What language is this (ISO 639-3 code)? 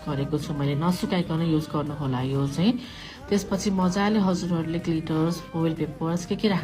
nep